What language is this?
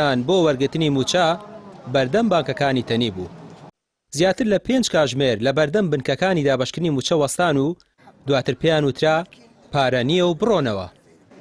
Central Kurdish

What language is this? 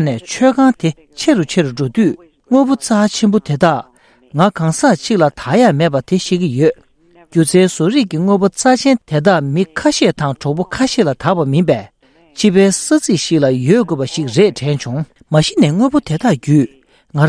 Tibetan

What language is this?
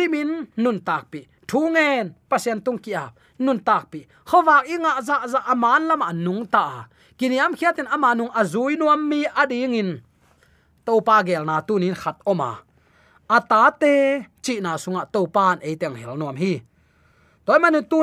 Tedim Chin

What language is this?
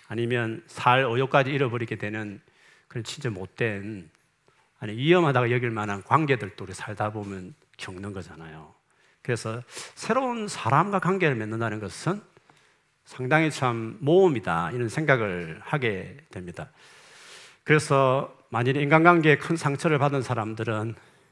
Korean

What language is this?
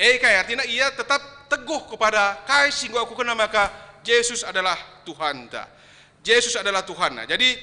Batak Karo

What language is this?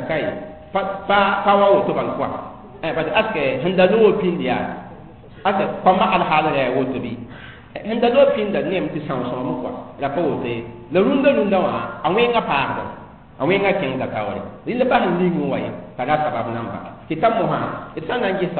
Mossi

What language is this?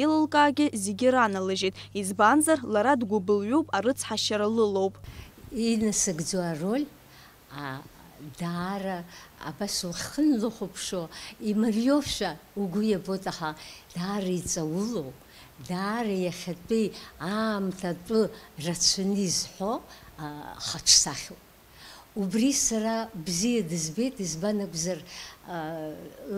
Abkhazian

